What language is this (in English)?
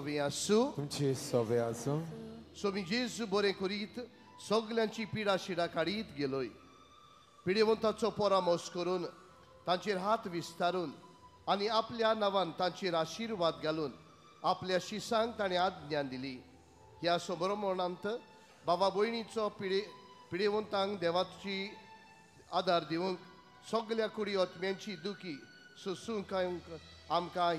Konkani